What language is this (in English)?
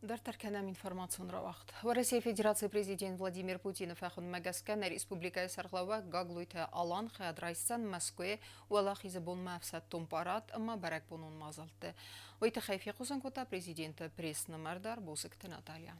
Ossetic